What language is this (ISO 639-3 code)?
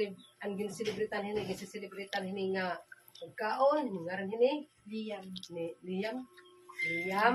war